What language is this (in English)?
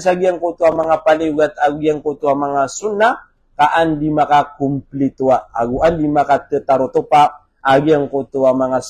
Maranao